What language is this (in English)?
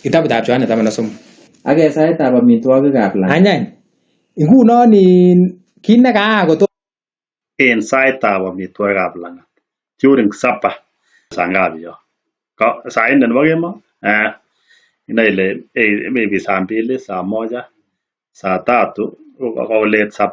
Kalenjin